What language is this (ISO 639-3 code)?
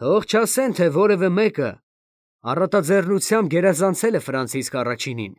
hye